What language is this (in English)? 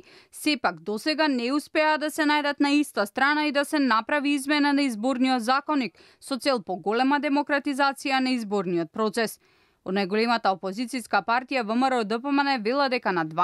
Macedonian